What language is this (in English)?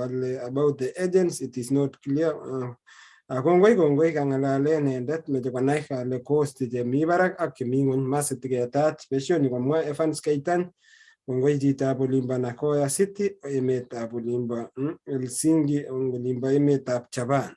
Kalenjin